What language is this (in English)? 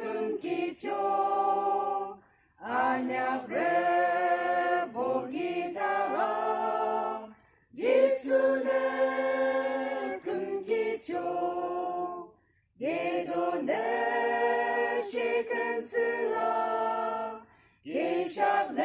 Yimchungru Naga